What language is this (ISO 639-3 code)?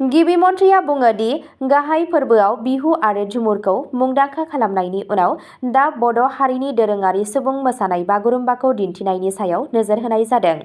brx